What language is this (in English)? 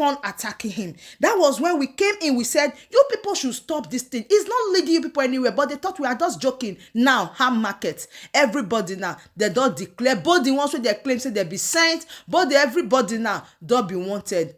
Nigerian Pidgin